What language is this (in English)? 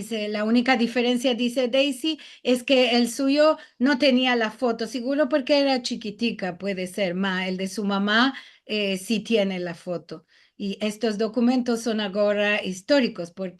Ladino